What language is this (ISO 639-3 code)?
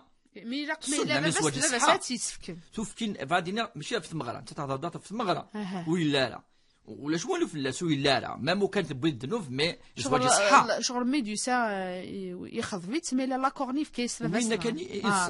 kab